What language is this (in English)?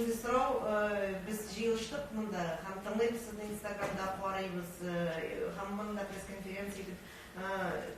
Tatar